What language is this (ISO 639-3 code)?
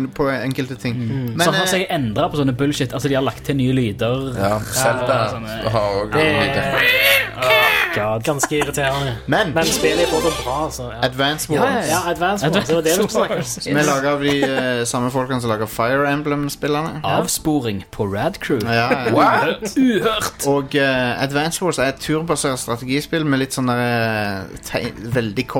nor